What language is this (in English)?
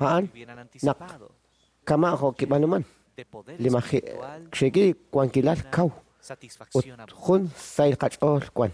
Kekchí